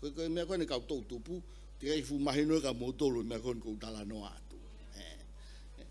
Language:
Tongan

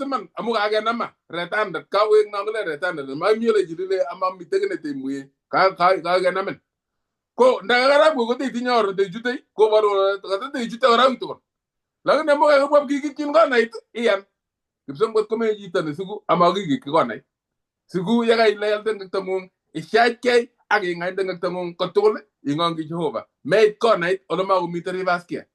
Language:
Kalenjin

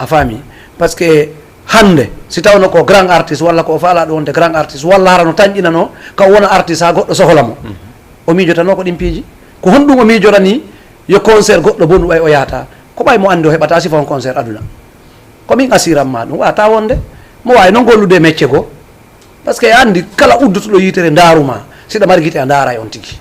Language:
Fula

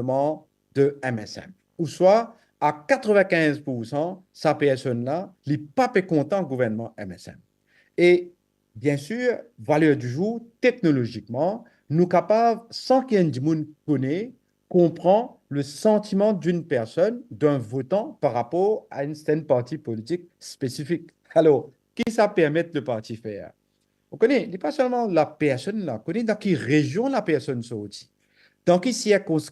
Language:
Morisyen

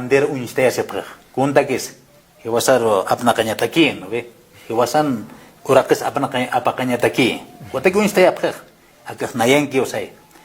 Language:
Aymara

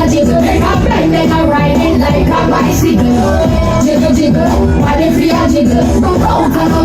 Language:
Jamaican Creole English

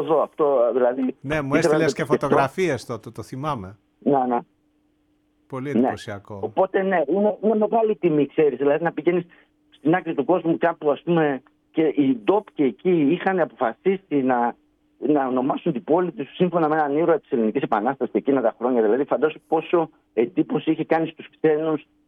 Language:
Greek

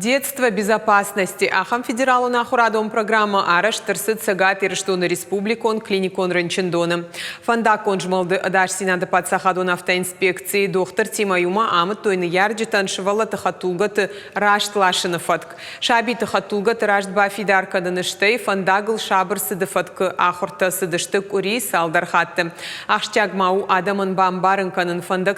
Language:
Ossetic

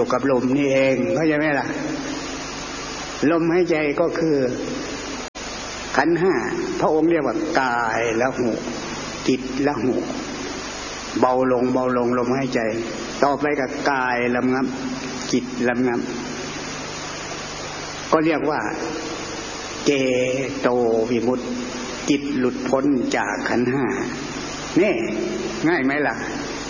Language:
Thai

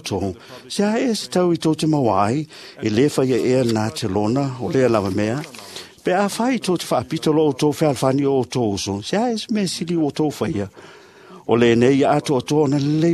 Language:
Samoan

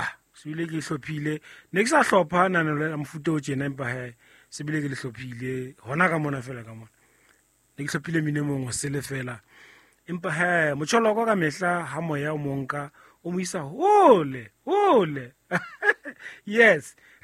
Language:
Southern Sotho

